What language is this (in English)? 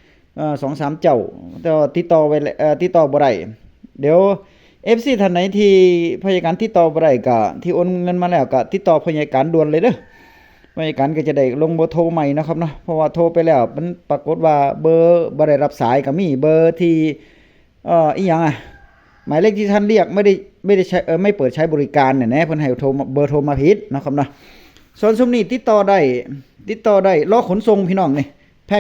Northeastern Thai